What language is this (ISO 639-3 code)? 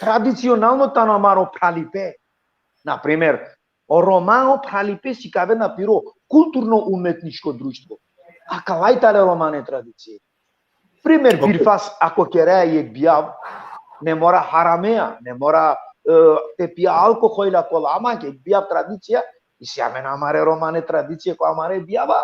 rmn